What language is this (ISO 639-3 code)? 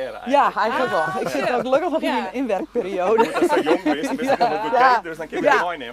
fry